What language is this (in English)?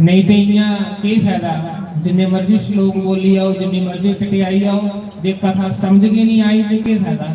Dogri